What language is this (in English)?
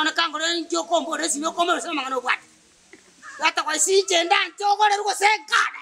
Gusii